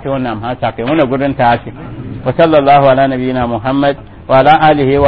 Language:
Mossi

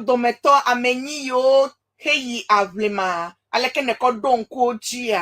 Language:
Ewe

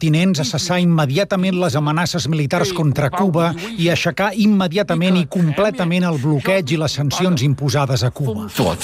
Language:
Catalan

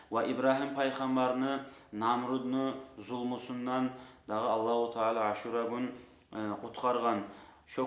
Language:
Kumyk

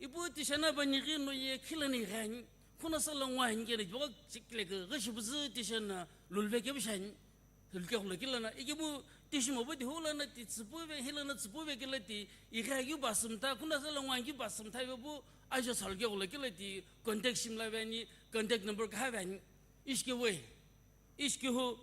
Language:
Sumi Naga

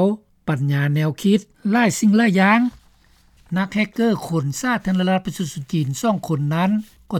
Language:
Lao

